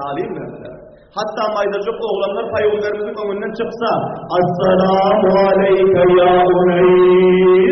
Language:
Turkmen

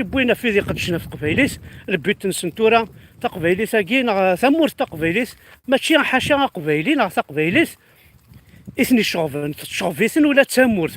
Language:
Kabyle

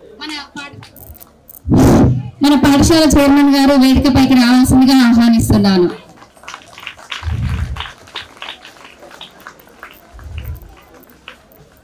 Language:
Telugu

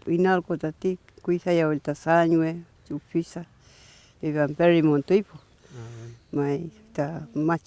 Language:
Mapuche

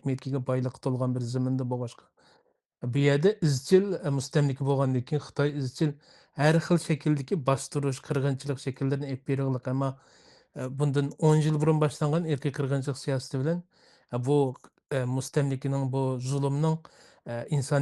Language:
Uyghur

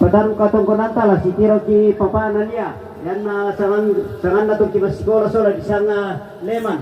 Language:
Toraja-Sa'dan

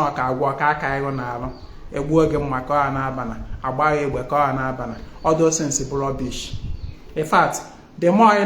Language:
Igbo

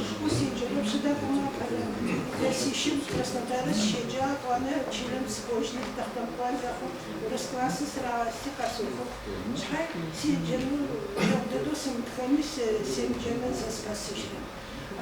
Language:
Adyghe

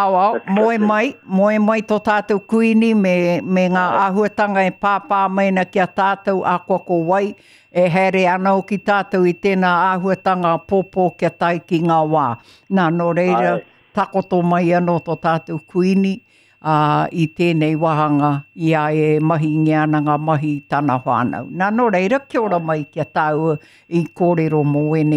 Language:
Māori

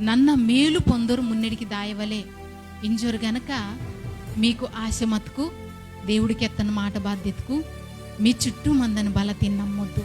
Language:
Koya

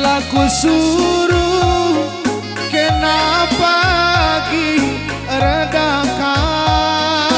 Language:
Batak Karo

